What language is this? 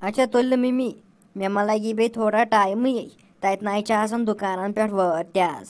Kashmiri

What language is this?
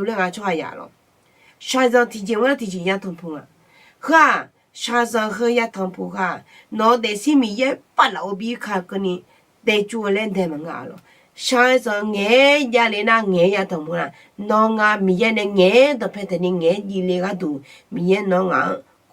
Akha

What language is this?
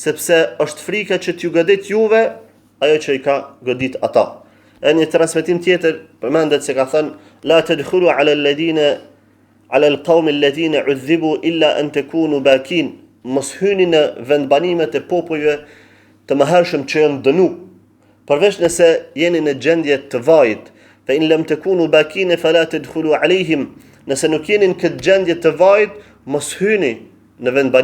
Albanian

